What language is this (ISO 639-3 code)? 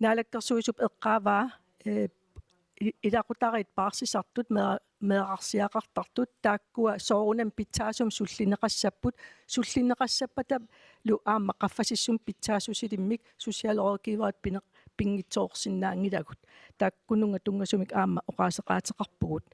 kal